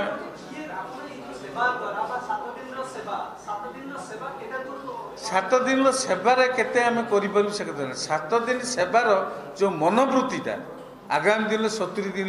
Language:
Odia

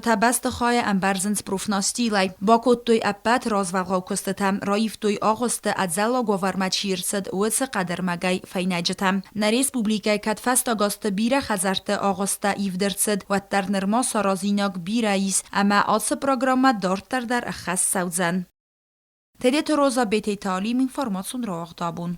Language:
Ossetic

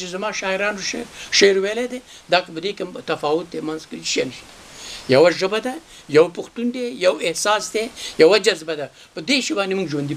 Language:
Pashto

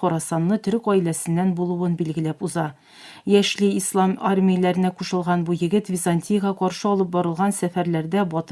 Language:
Tatar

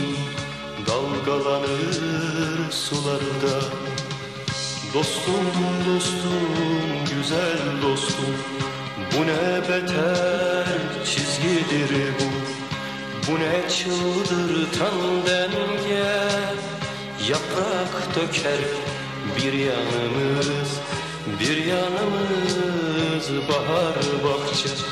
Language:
Turkish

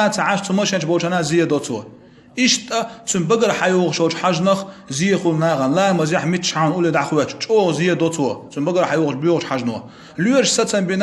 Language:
Chechen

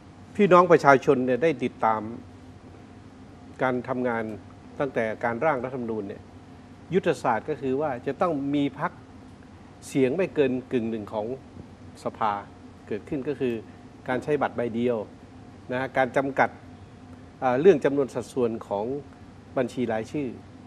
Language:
Thai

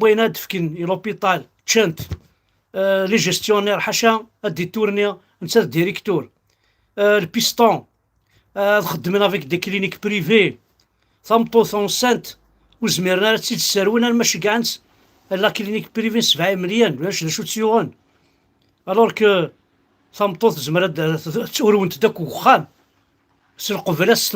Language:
Kabyle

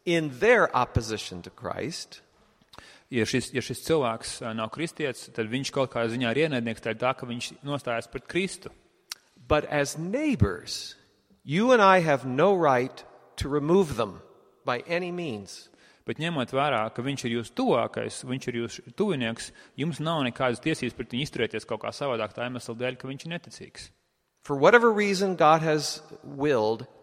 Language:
Latvian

